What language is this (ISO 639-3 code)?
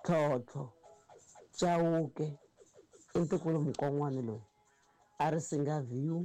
tso